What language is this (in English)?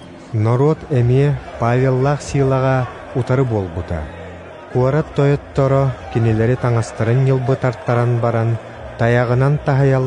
Yakut